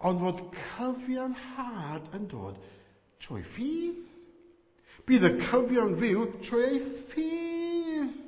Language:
Welsh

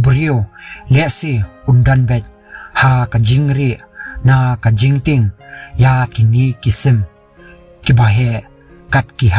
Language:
Khasi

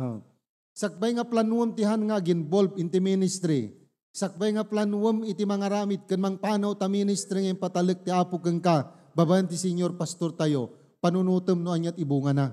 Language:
Iloko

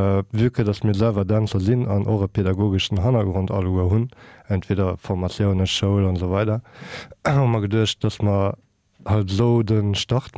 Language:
Luxembourgish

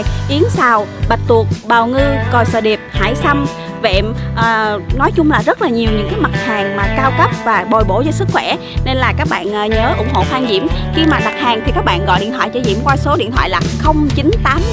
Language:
Vietnamese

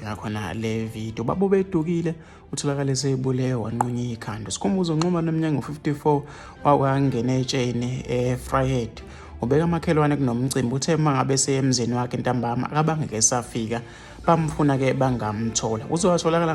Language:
Zulu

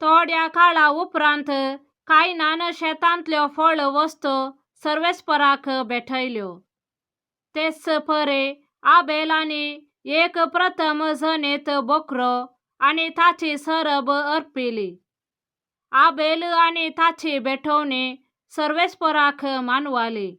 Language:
Konkani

